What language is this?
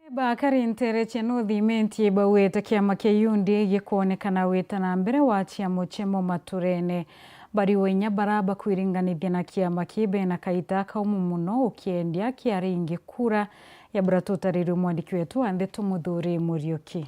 Meru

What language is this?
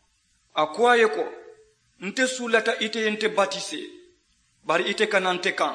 Mandingo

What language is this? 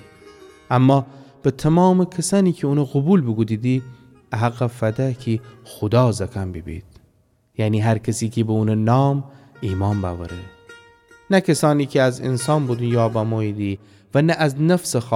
Gilaki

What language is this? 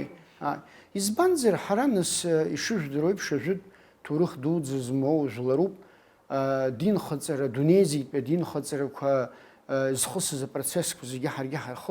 Abkhazian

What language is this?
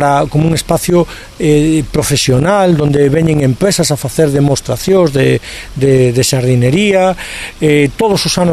Galician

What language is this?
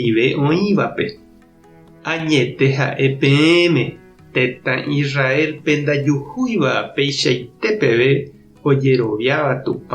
Guarani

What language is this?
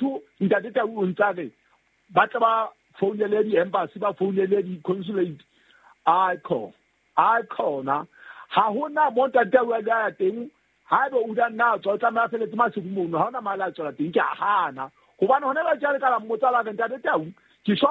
Southern Sotho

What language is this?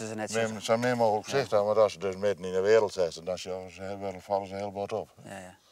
Western Frisian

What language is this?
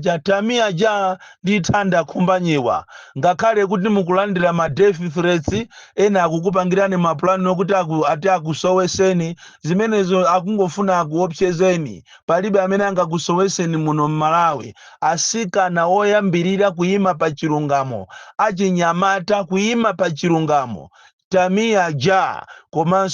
Nyanja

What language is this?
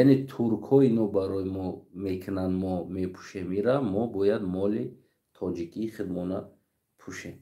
Tajik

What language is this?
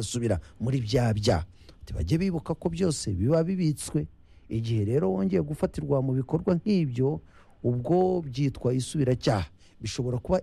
Kinyarwanda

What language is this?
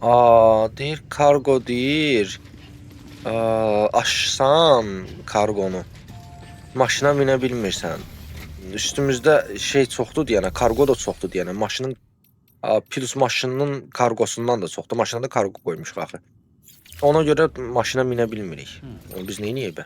Azerbaijani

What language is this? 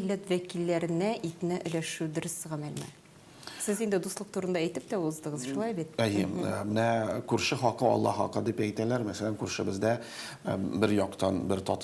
Tatar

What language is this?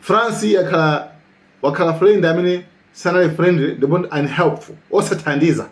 Nyanja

